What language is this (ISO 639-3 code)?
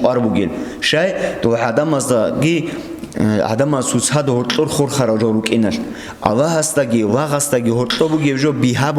ava